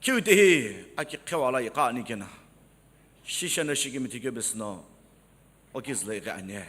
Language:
Sumi Naga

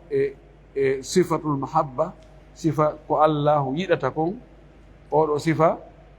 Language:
Fula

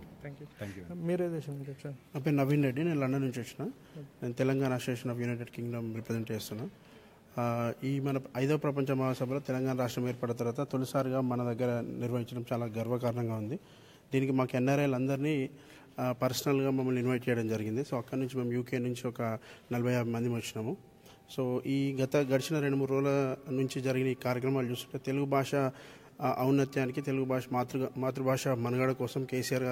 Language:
Telugu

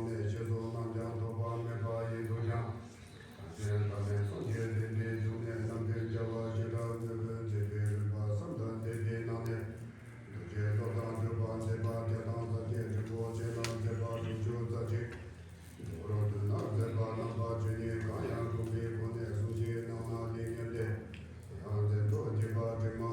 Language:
Tibetan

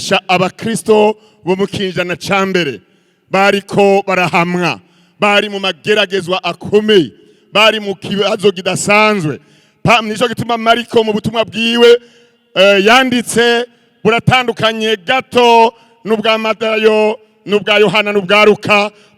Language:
Rundi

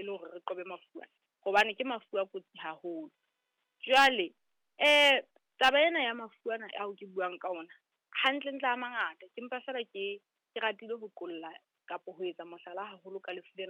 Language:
Southern Sotho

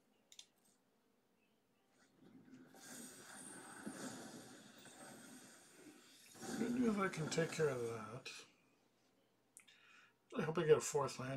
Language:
English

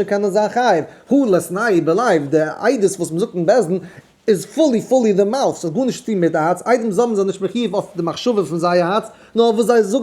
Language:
Yiddish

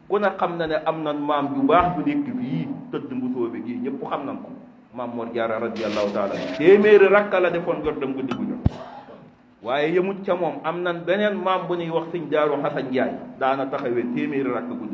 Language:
Wolof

